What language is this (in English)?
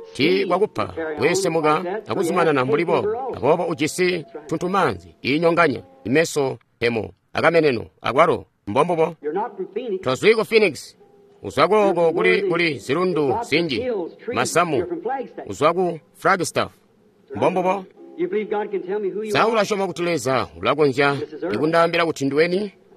Tonga (Zambia)